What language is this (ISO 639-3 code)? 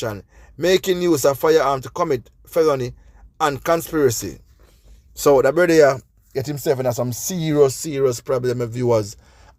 jam